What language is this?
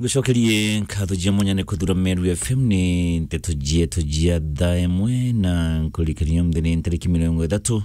Meru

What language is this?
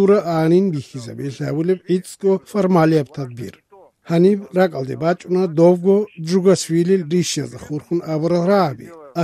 Avaric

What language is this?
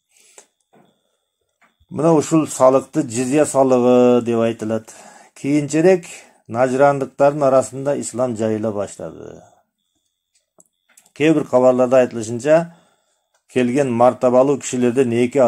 Kyrgyz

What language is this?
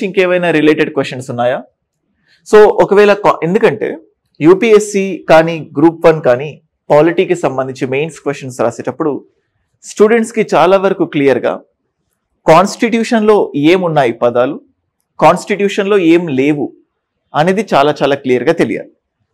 Telugu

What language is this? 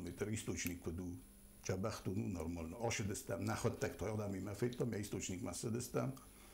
Ossetic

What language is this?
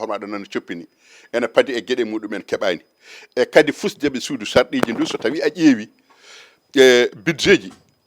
Fula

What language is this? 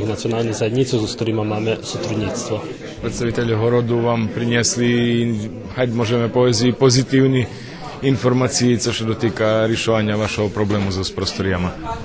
Rusyn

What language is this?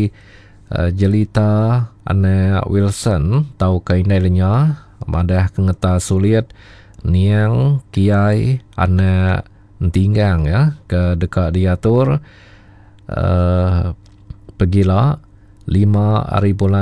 Iban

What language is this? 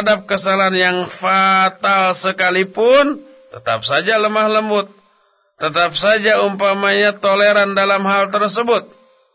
Indonesian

